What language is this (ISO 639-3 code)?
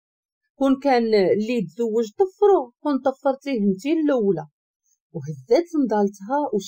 ary